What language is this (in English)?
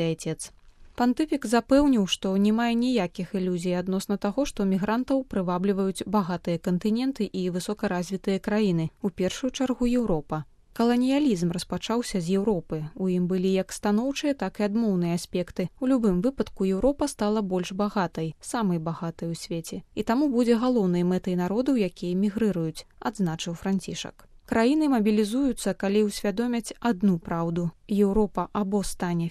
Belarusian